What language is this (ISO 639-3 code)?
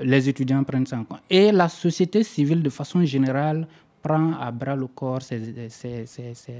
fra